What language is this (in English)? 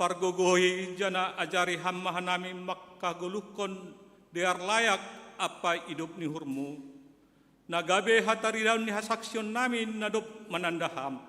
Batak Simalungun